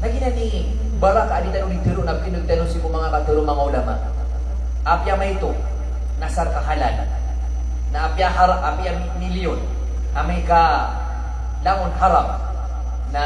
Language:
Maranao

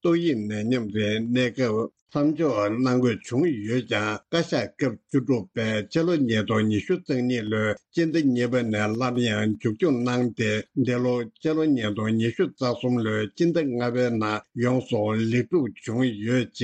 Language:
Tibetan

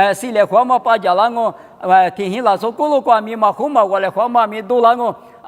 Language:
Lisu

